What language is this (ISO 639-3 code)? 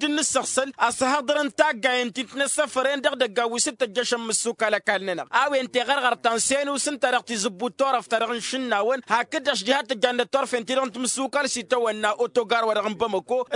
taq